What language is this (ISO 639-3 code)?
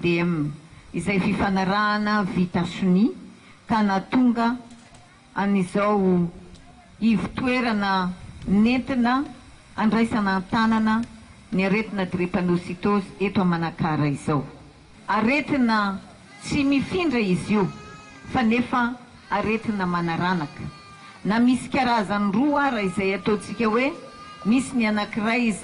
mlg